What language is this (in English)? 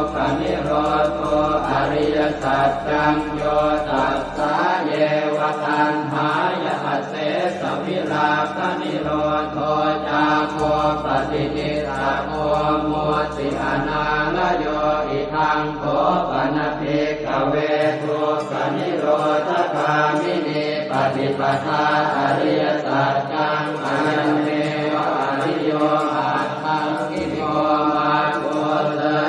Pali